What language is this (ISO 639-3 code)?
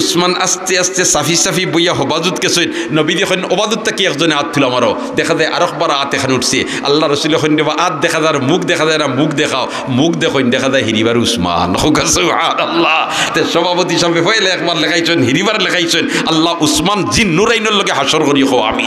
syl